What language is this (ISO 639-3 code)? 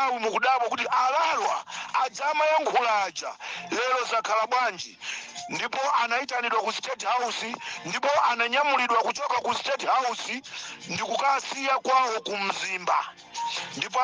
nya